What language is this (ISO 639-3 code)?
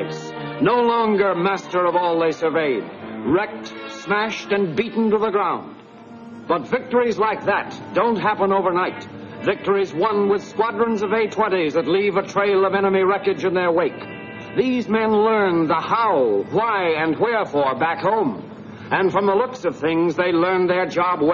eng